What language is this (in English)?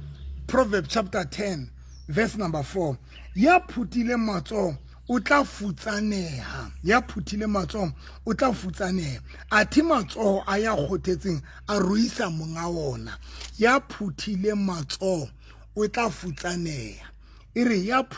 Southern Sotho